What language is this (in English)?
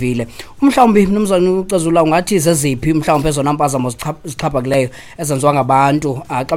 Xhosa